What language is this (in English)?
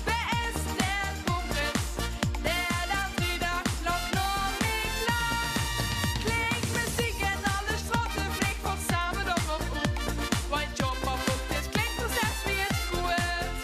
Limburgish